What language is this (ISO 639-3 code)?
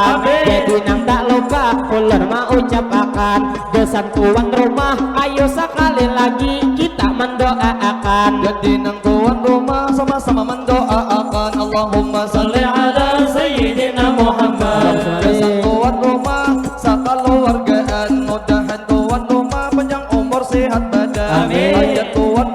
bjn